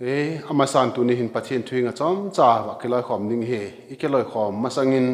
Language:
Vaiphei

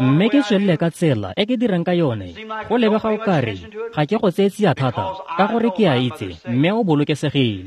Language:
Tswana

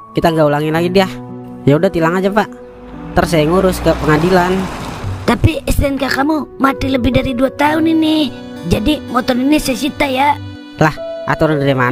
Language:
Betawi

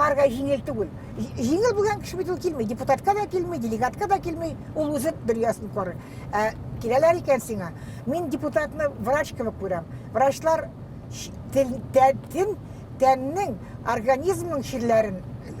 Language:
Bashkir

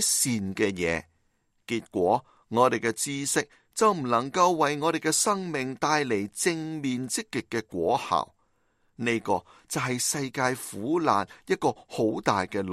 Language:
Cantonese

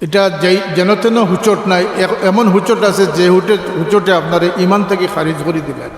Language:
Sylheti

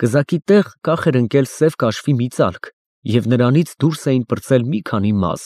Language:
Armenian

